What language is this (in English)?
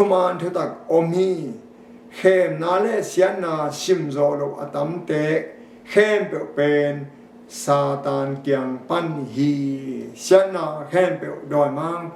Tedim Chin